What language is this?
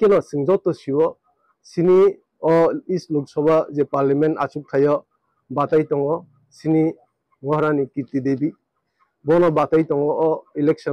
Riang (India)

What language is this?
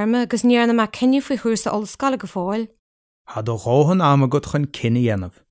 Irish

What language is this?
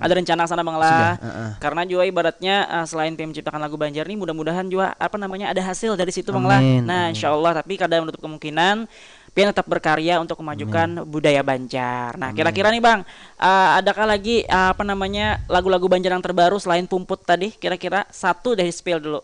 Banjar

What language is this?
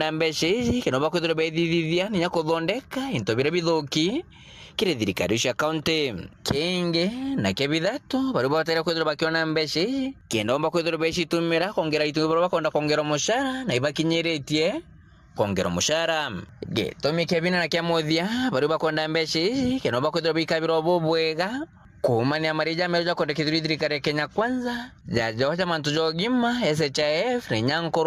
Meru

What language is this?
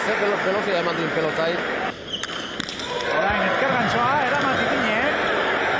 Basque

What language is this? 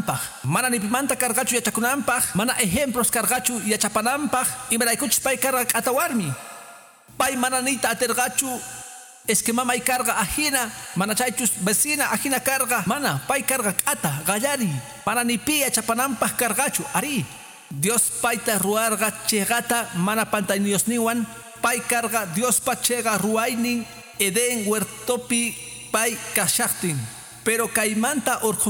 Quechua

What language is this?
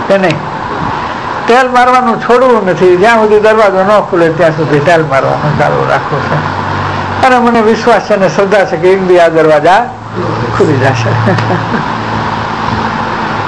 Gujarati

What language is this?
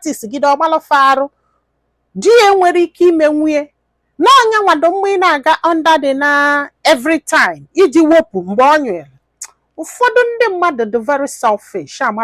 Igbo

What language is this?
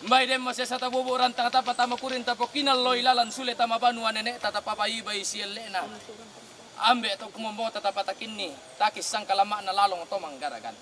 Toraja-Sa'dan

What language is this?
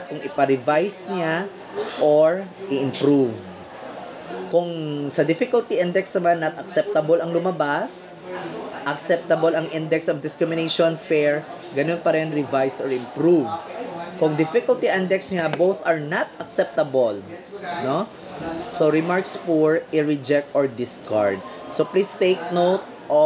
Filipino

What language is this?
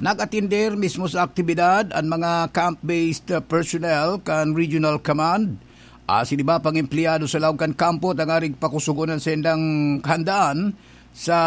Bikol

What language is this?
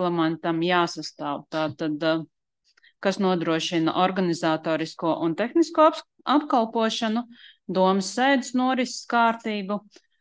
Latvian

